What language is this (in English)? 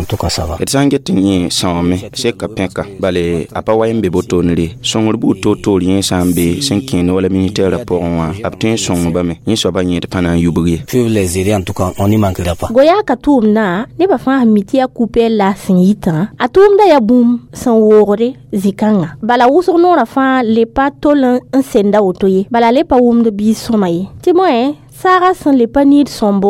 Mossi